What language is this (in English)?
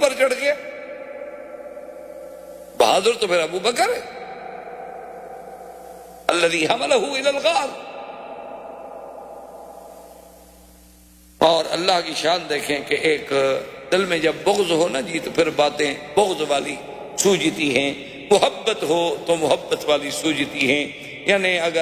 Urdu